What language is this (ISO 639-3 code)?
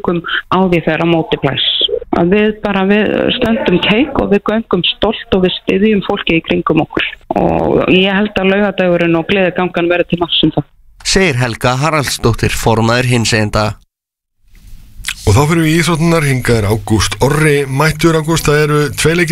isl